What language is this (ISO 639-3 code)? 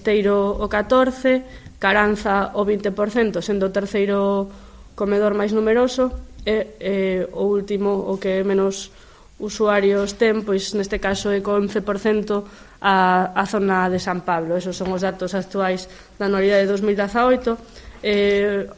glg